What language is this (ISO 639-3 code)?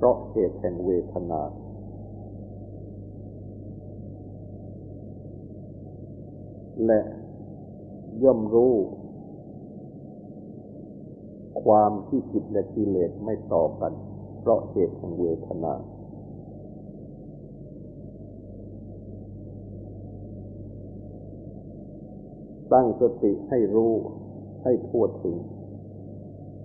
tha